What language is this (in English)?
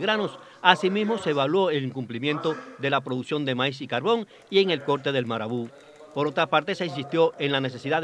Spanish